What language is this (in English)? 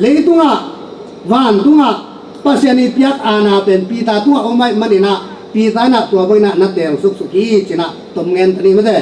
Tedim Chin